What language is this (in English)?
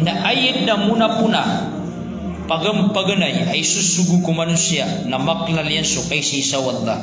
Maranao